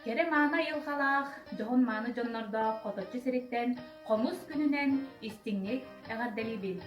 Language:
Yakut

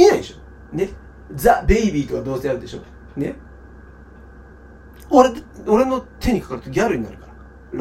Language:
Japanese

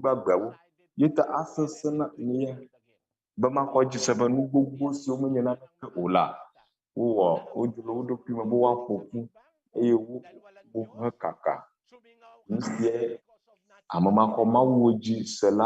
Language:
Ewe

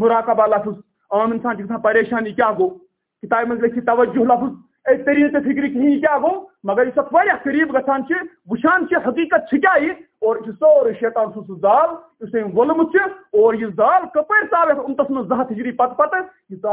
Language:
Kashmiri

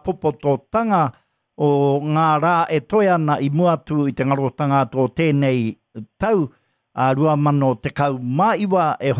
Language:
Māori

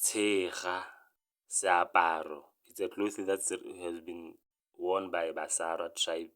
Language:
Tswana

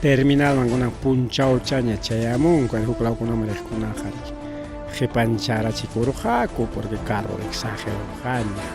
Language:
Ayacucho Quechua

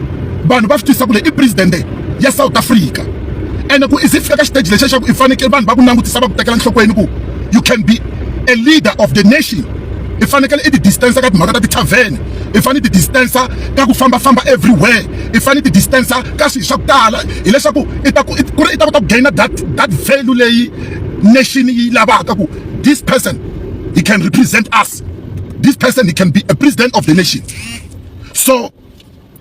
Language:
Tsonga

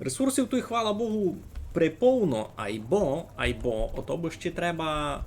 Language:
Rusyn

